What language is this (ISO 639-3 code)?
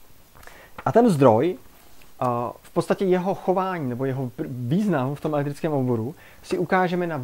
ces